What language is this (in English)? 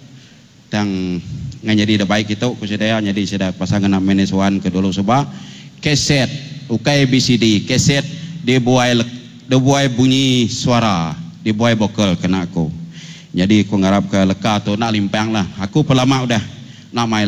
Iban